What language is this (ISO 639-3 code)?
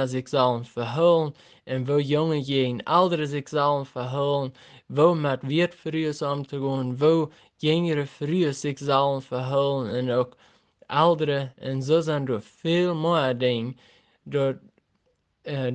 pdt